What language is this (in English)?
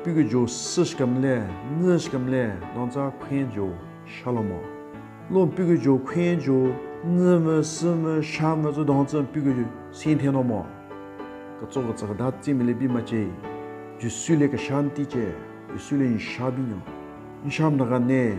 Southern Rengma Naga